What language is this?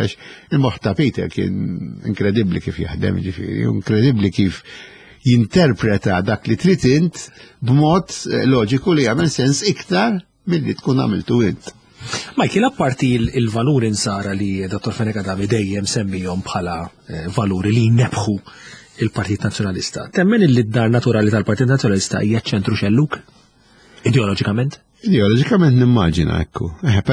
Maltese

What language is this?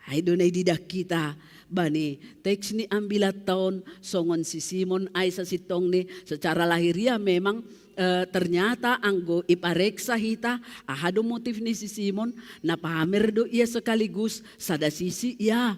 Batak Simalungun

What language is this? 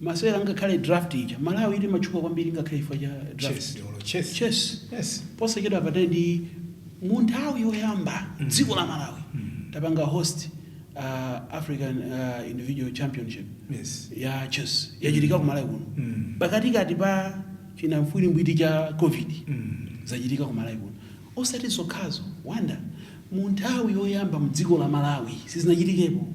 Nyanja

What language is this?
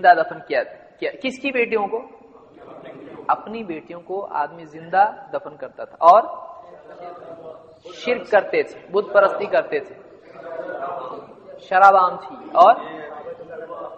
Urdu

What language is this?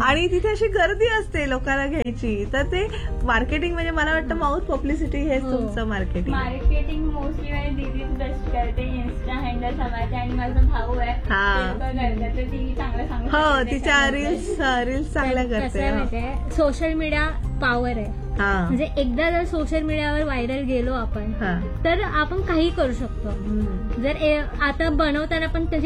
Marathi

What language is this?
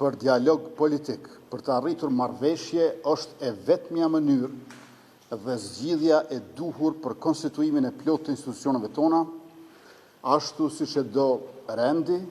Albanian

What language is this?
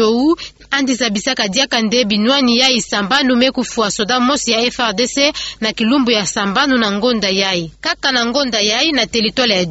Kituba (Democratic Republic of Congo)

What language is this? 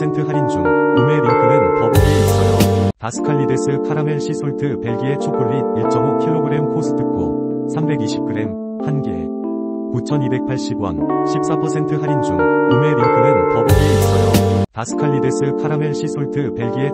Korean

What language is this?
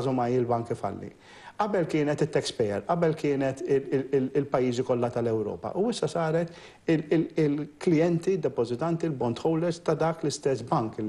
Maltese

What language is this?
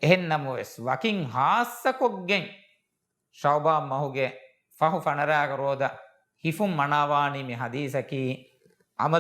Divehi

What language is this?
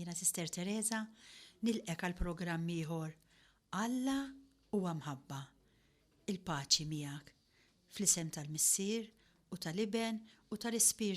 Maltese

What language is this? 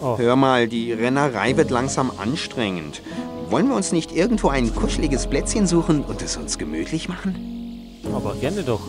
Bavarian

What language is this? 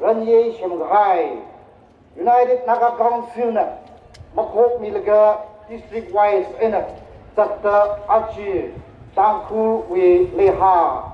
Tangkhul Naga (India)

